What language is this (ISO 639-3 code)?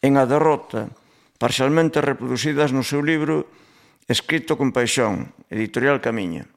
glg